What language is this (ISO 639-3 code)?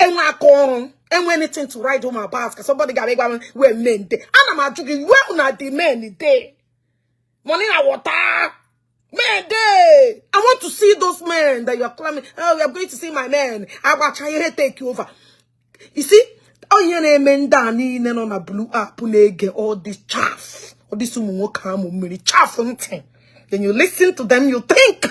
ibo